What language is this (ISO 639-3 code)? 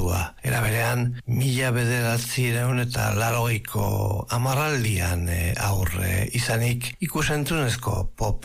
eus